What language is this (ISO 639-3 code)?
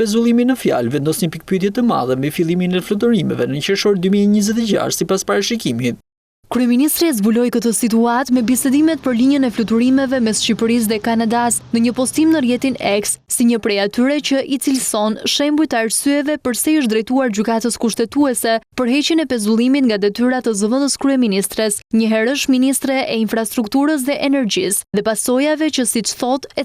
sqi